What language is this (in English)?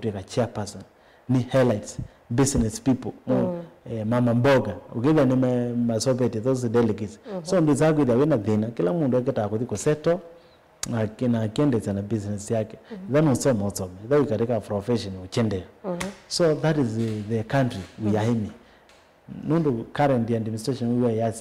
Kamba